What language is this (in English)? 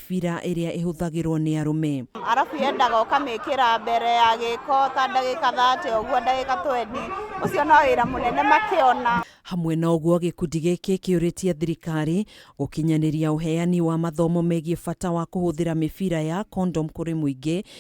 Kikuyu